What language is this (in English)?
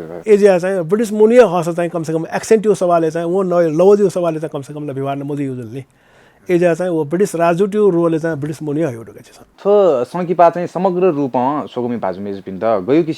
Newari